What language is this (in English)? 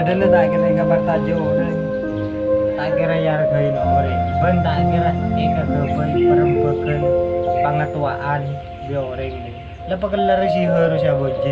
Madurese